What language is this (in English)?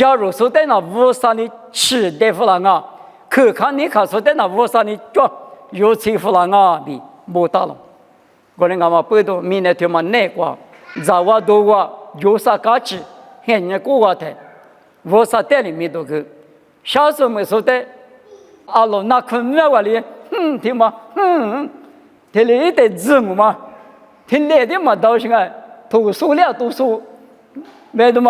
Lisu